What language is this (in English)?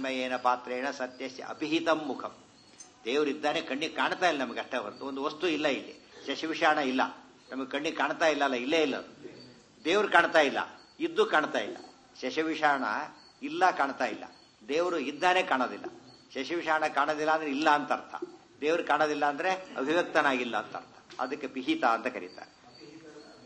Kannada